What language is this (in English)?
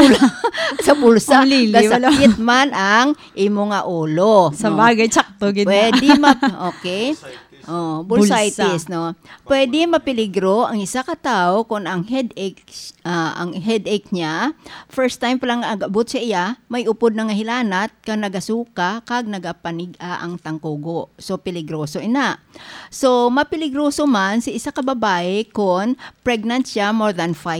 Hiligaynon